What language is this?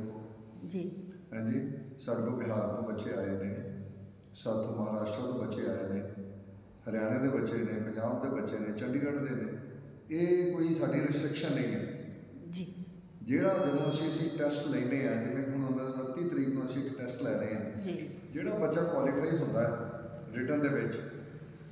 Punjabi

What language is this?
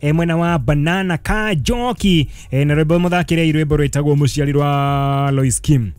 Kikuyu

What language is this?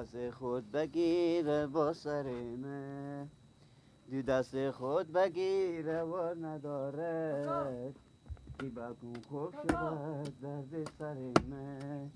Persian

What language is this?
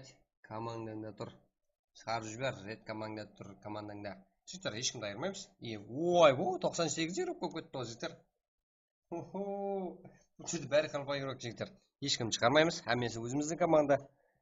Kara-Kalpak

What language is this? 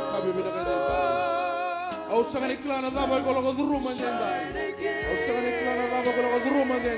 Fijian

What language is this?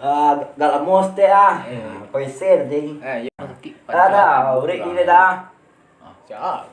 Minangkabau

